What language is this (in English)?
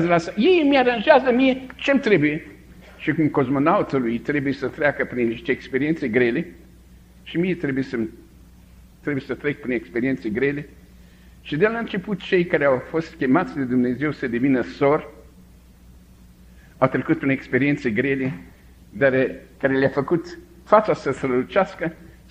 Romanian